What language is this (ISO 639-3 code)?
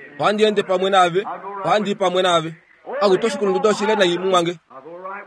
kua